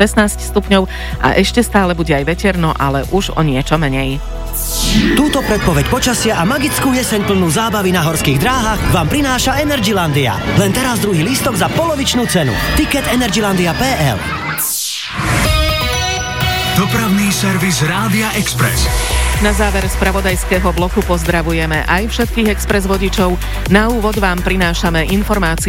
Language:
Slovak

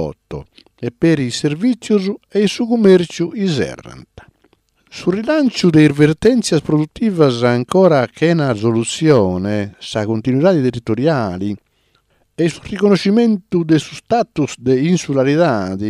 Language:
Sardinian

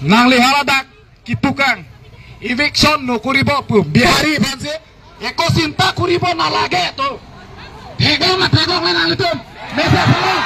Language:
Karbi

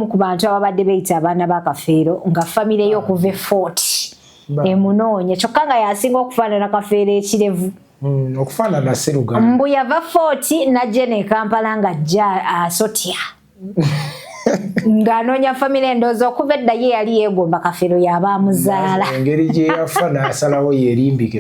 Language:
Ganda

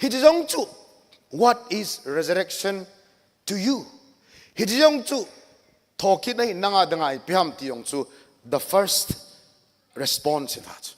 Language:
Thado Chin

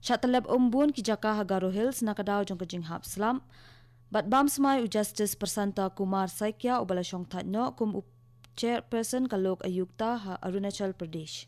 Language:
Khasi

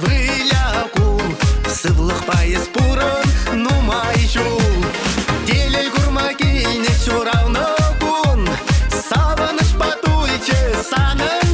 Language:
Chuvash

